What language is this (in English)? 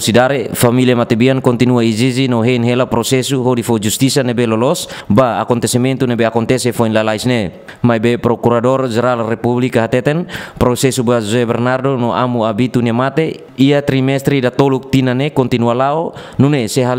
Tetum